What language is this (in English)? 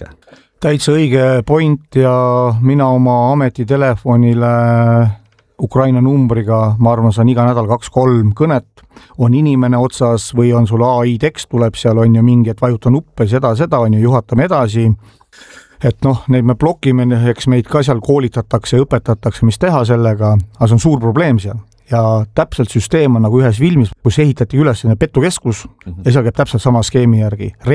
Estonian